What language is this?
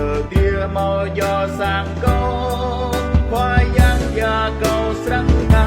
Central Mnong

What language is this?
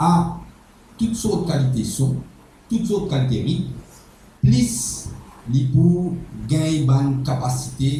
Morisyen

